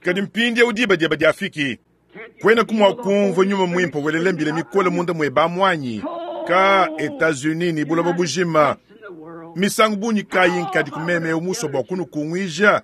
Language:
Luba-Lulua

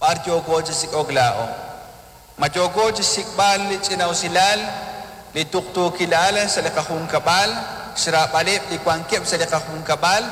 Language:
Kekchí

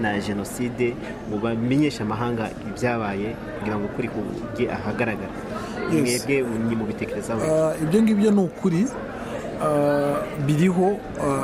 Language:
Kinyarwanda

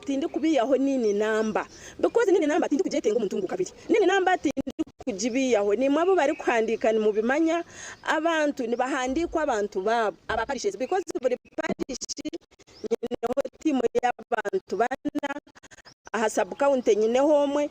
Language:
Nyankole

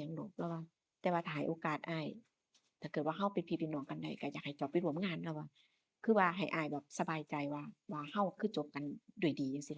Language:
Northeastern Thai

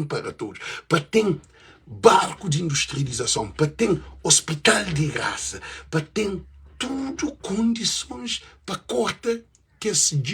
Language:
Kabuverdianu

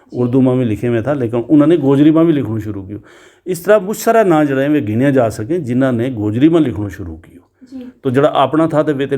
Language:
Gujari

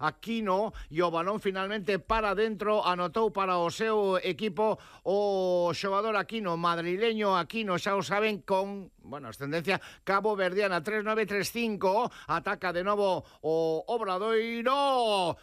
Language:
Galician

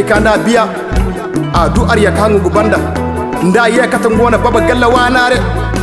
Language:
Koyraboro Senni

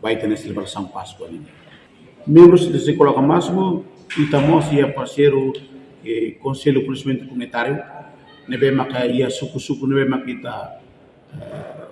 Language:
Tetum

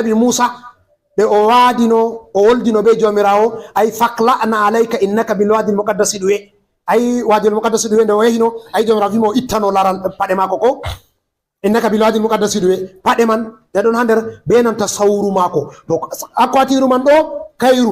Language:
Fula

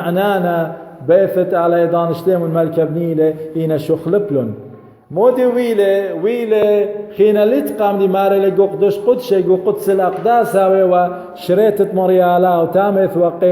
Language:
Assyrian Neo-Aramaic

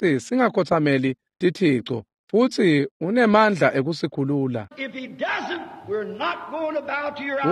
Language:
Swati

